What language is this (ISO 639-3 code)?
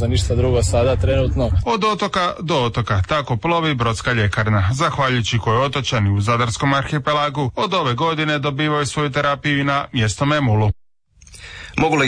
hrv